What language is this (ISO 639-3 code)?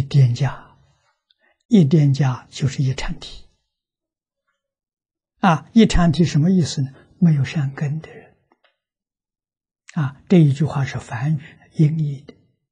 zho